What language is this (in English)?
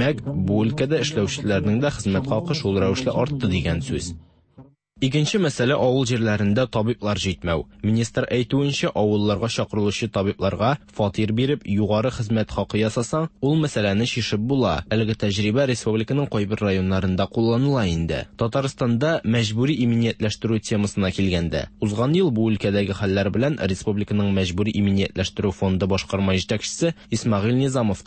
Tatar